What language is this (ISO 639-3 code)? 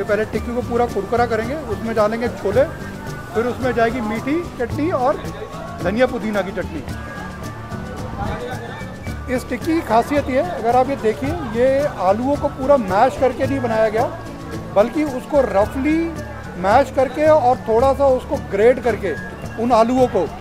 hin